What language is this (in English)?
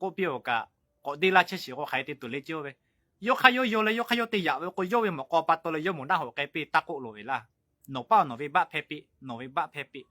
Lahu